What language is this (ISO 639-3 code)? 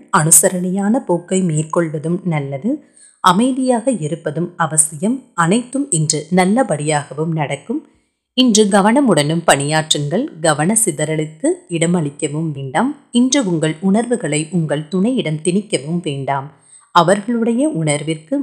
tam